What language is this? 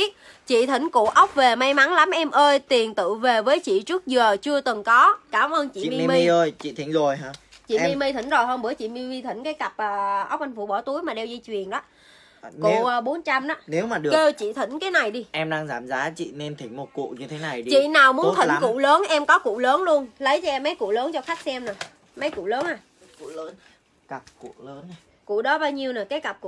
Vietnamese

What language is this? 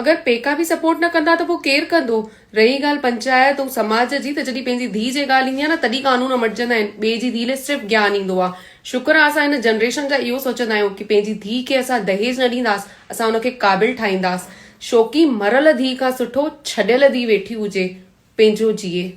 Sindhi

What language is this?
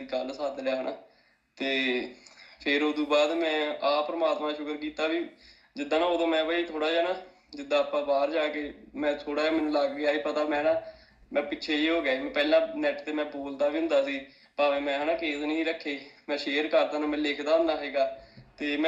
Punjabi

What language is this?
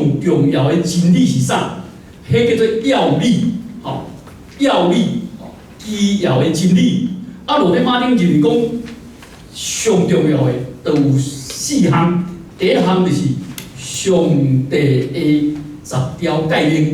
Min Nan Chinese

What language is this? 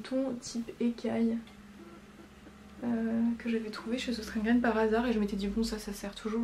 French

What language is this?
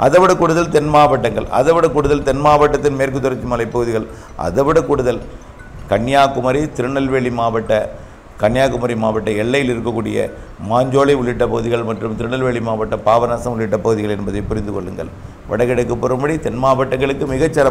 Tamil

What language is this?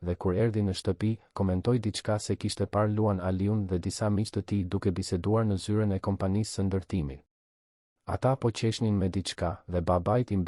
Albanian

